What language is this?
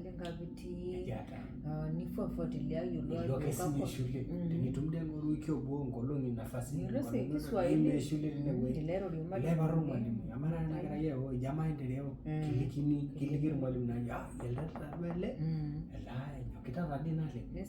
Masai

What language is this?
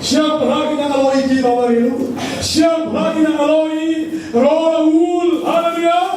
Hakha Chin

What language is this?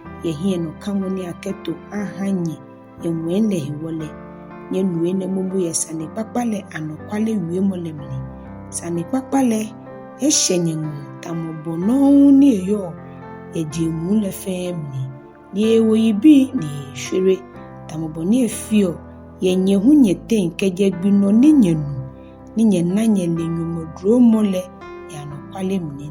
Ga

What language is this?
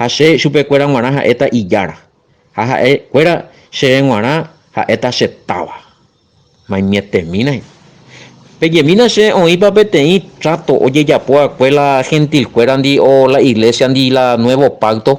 Guarani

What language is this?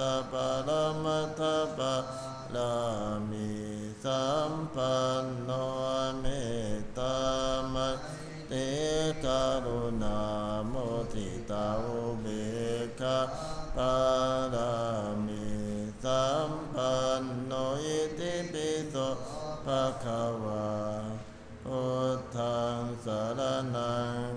Pali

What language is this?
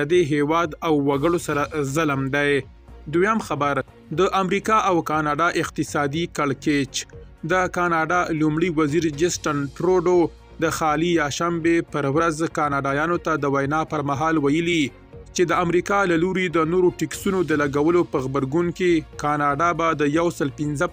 Pashto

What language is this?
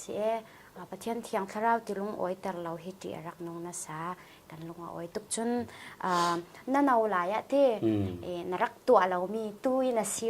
Falam Chin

